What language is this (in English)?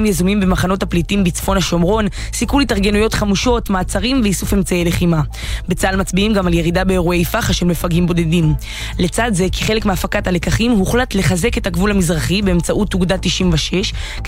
Hebrew